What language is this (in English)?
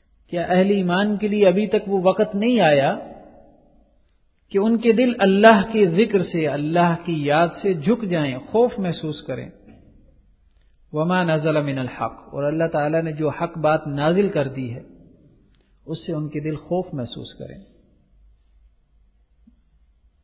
Urdu